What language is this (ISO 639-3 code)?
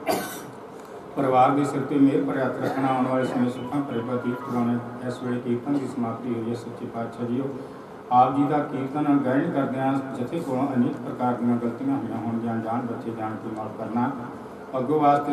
pan